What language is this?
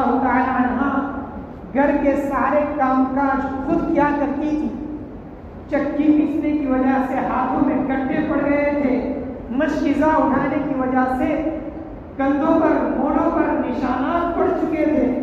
Urdu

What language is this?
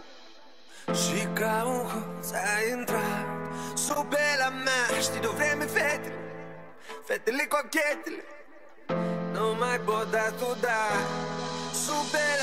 Romanian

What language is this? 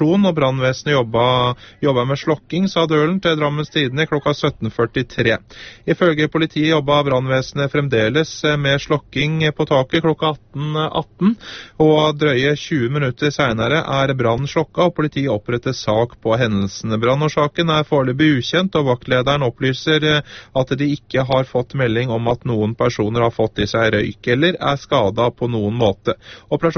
Norwegian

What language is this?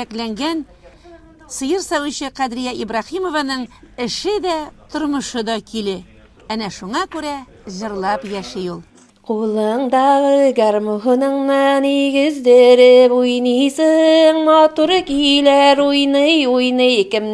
Tatar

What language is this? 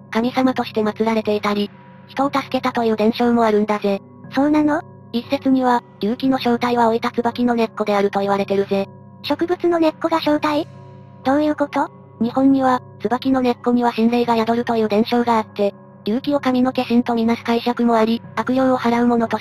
Japanese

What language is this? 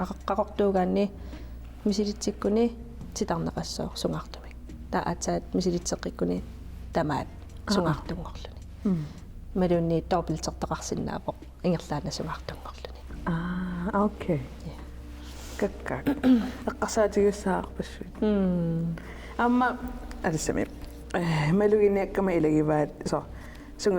Kalaallisut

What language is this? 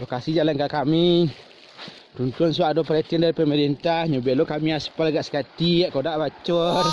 Minangkabau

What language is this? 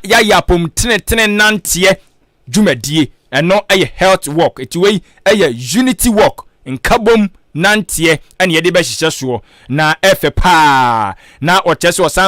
Akan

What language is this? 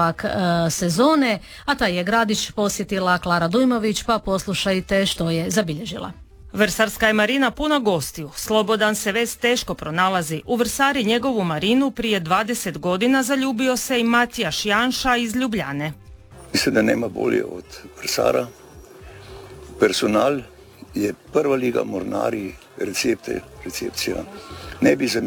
Croatian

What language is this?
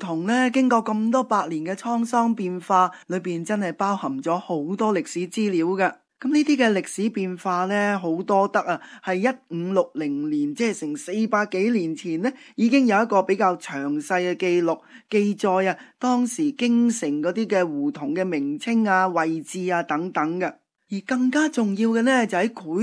Cantonese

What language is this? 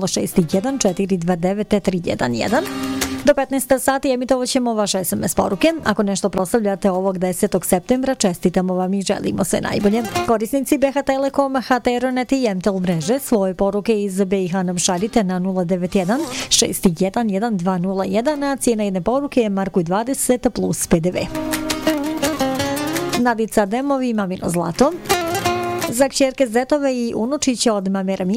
Bosnian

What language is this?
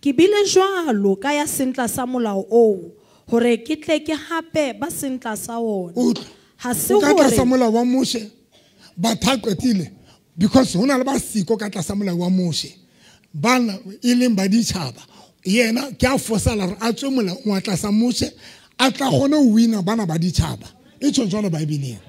Southern Sotho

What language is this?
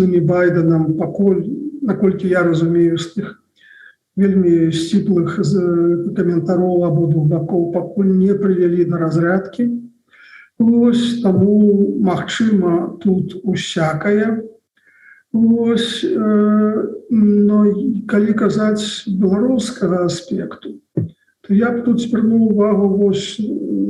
Belarusian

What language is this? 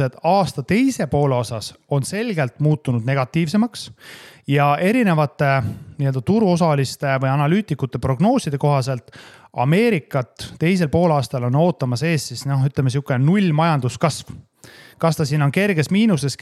Estonian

